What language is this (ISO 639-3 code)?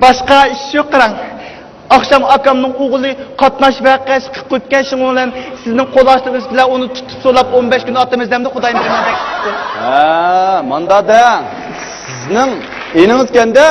uig